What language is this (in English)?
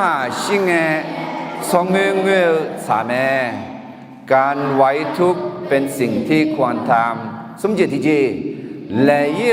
Akha